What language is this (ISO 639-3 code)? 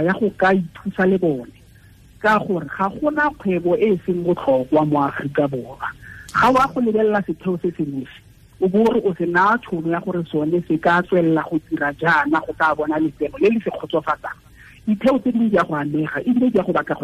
tsn